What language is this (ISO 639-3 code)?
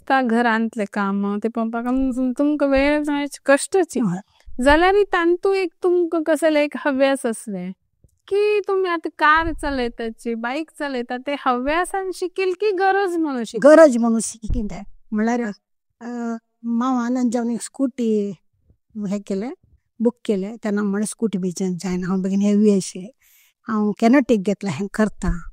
kok